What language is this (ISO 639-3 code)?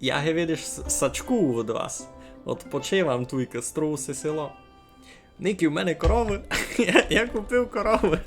rue